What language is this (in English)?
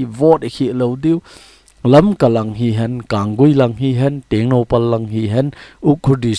Thado Chin